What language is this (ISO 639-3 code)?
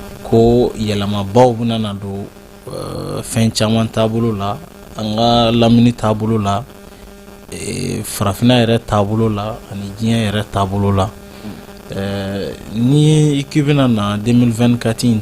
bam